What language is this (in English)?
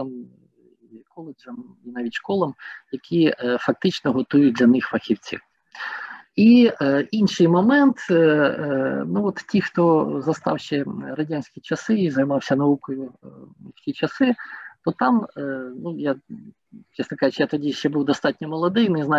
Ukrainian